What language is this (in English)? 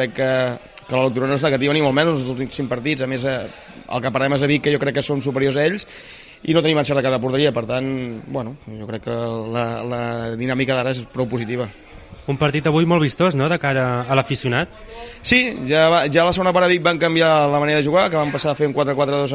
Catalan